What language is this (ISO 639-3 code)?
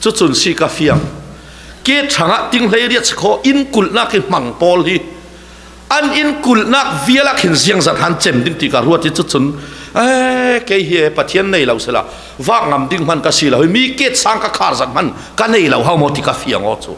cfm